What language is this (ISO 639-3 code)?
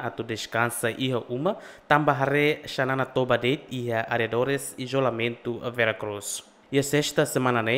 tet